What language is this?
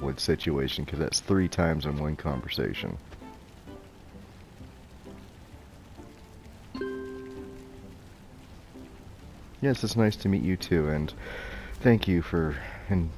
English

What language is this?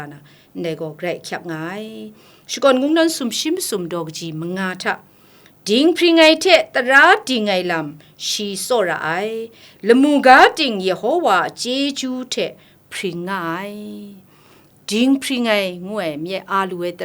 Kachin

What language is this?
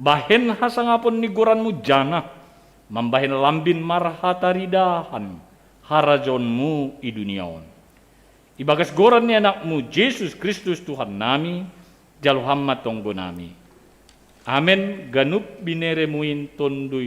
Batak Simalungun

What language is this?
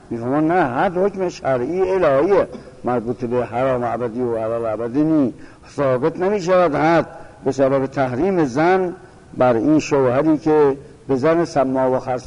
Persian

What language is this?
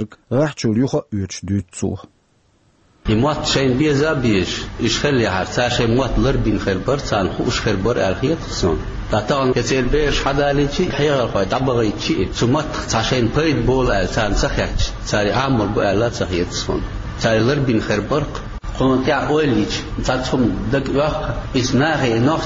Chechen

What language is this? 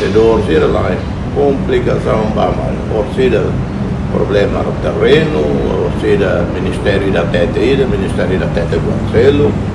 Tetum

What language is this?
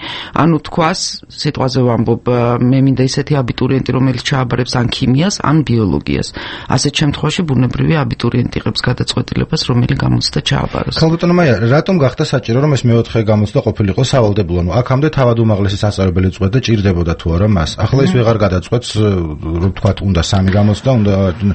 Georgian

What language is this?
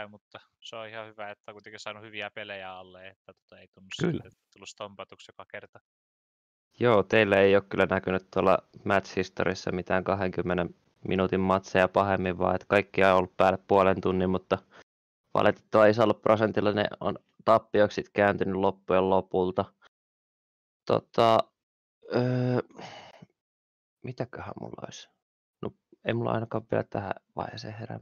Finnish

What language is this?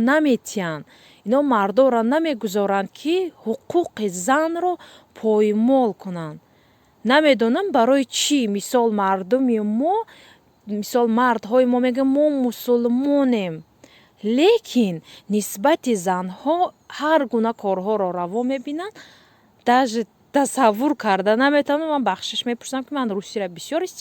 Tajik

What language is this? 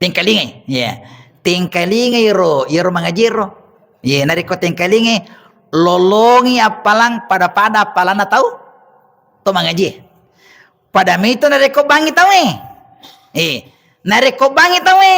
Buginese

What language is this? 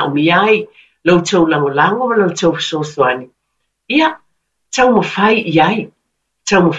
Samoan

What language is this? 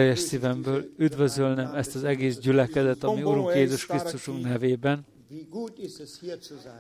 Hungarian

